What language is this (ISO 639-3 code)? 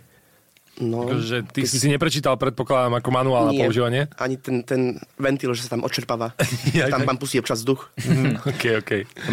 slk